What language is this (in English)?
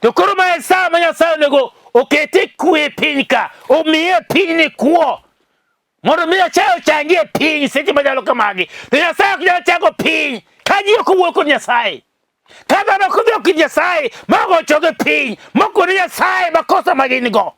Luo (Kenya and Tanzania)